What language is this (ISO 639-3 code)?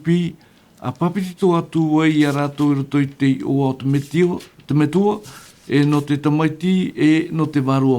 tah